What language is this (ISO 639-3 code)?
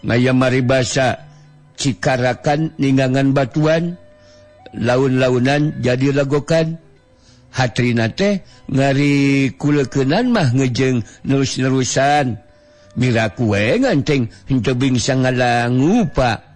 sun